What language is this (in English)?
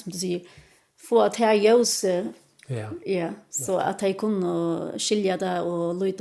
Faroese